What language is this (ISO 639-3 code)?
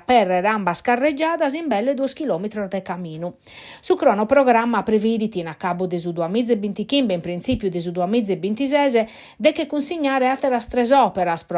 srd